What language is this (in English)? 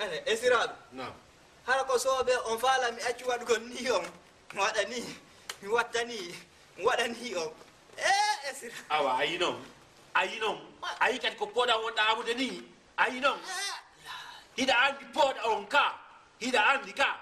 Fula